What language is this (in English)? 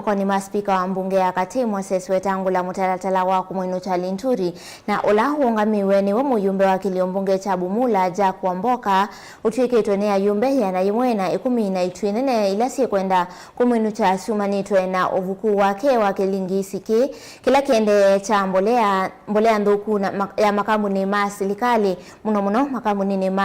Kamba